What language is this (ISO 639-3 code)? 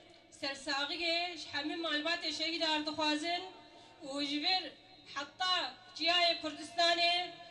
kur